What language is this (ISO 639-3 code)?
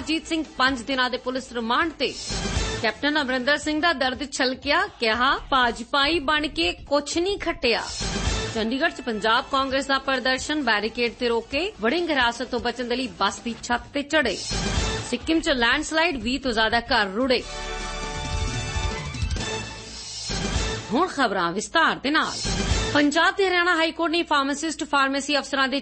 pan